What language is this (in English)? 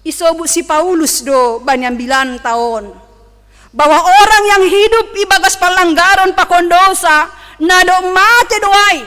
Batak Simalungun